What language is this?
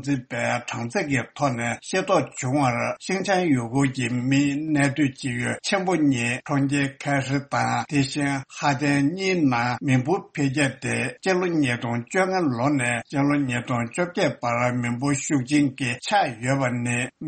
Tibetan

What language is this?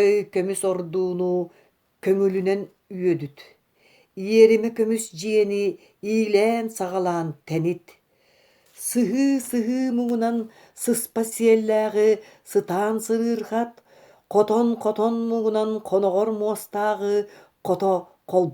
Yakut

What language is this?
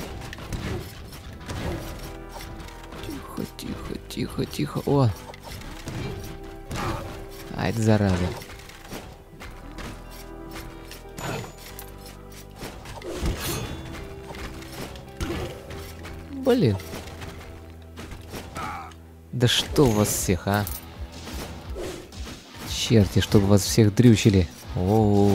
Russian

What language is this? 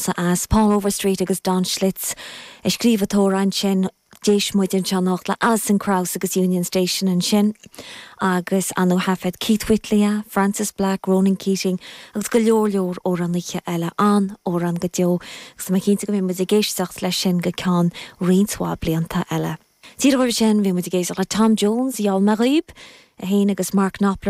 Irish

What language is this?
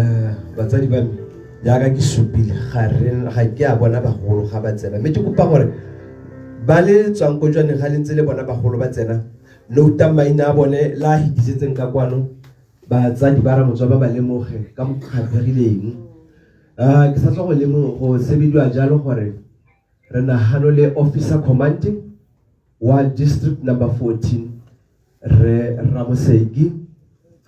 Tswana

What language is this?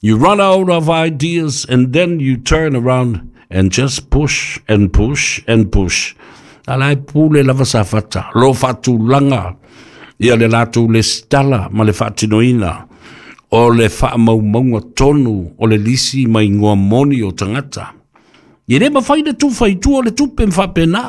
Samoan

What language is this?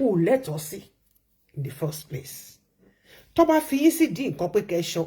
Yoruba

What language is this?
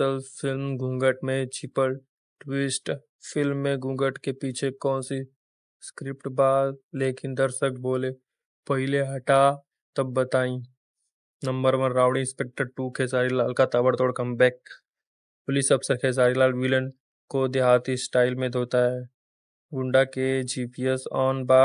Bhojpuri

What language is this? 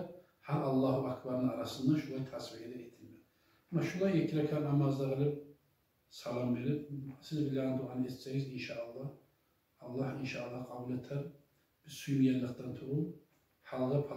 Kumyk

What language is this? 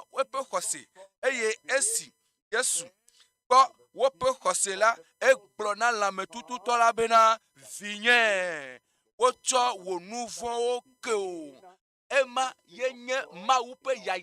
Ewe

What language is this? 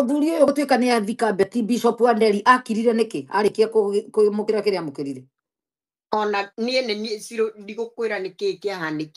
Kikuyu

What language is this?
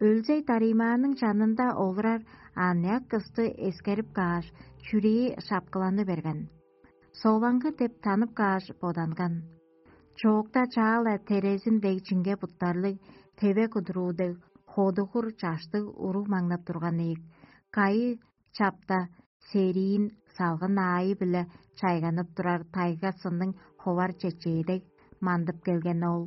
Tuvinian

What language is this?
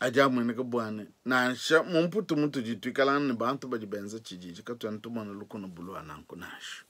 Luba-Lulua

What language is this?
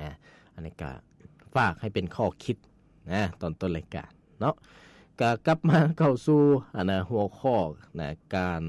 Lao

